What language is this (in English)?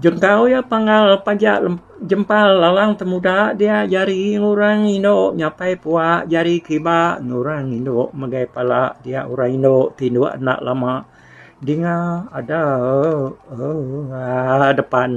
Iban